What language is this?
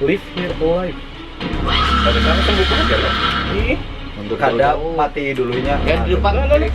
Banjar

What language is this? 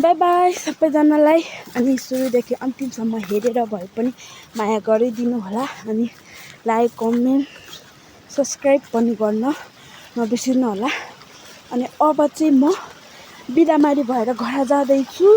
Nepali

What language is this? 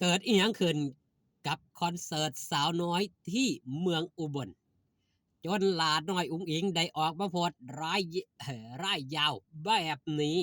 Northeastern Thai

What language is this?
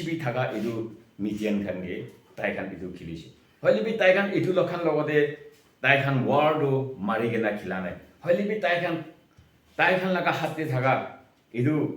Konyak Naga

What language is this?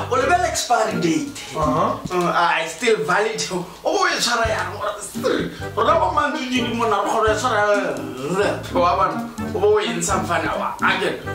Tswana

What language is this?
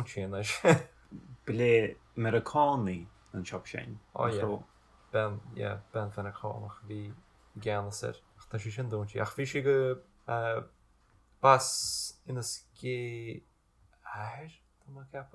Irish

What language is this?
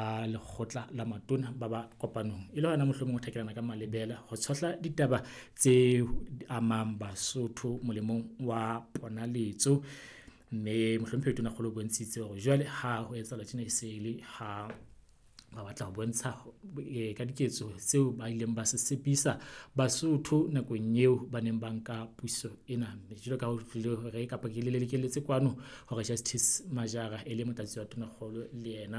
Southern Sotho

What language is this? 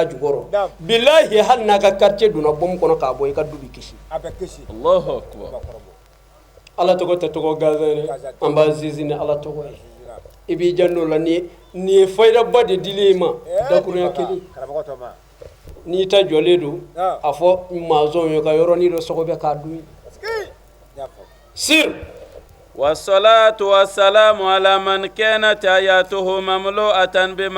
Bambara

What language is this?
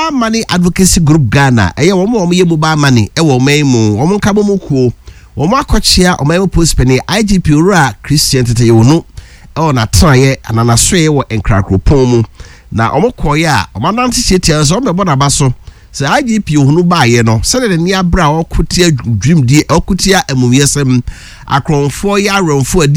Akan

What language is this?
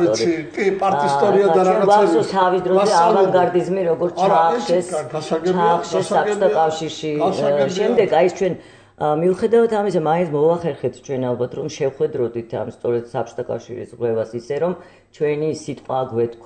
Georgian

